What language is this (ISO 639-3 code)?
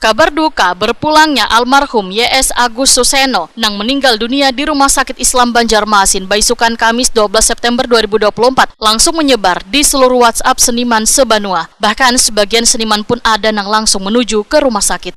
bjn